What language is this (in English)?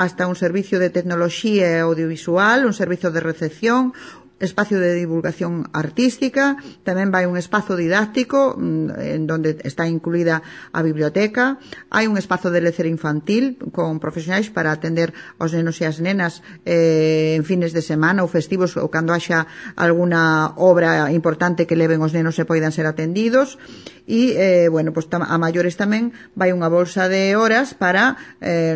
Galician